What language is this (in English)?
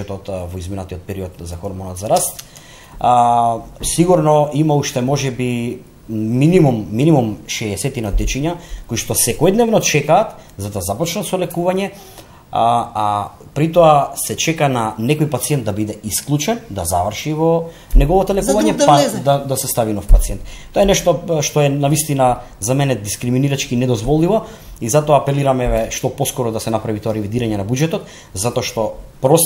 Macedonian